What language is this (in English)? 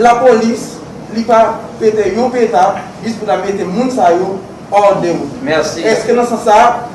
Haitian Creole